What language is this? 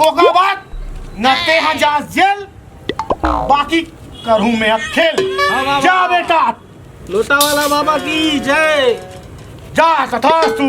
Chhattisgarhi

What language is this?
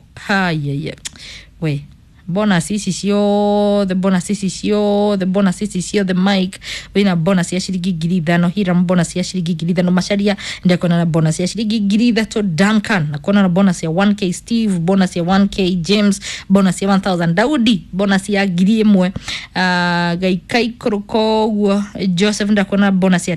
Kikuyu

